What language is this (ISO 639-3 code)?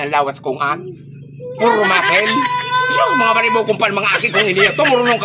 bik